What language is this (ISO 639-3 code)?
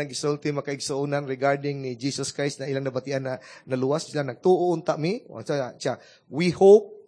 ceb